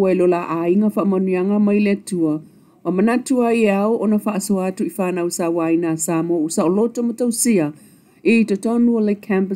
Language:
Samoan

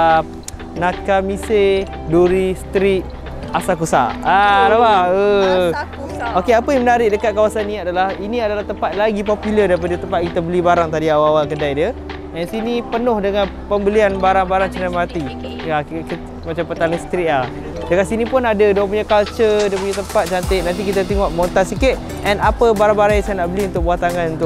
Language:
Malay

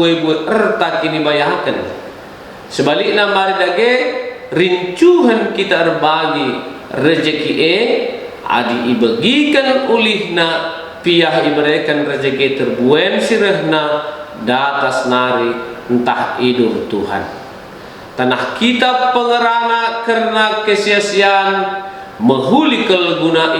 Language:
Batak Karo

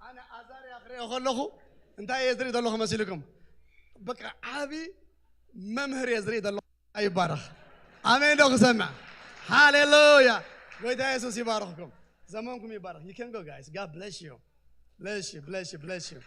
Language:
Tigrinya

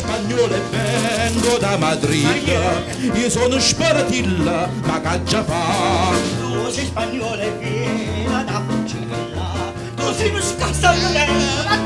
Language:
Neapolitan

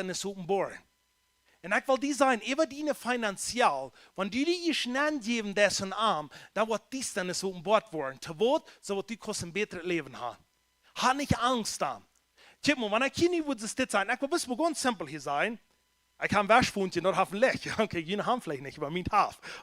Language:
Plautdietsch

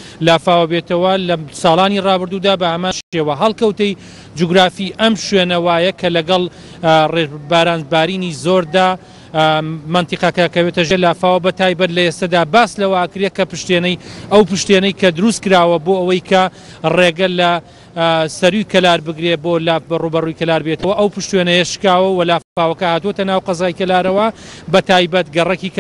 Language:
Central Kurdish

